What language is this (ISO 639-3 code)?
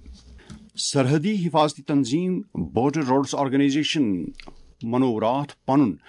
kas